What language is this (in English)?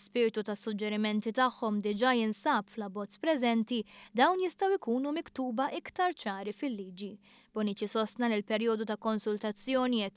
Maltese